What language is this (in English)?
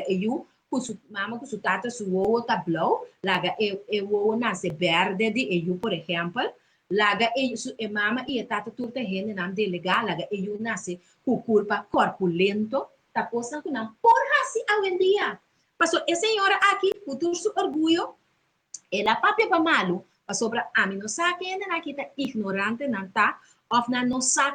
Papiamento